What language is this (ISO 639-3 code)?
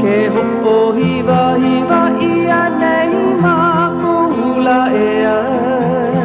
haw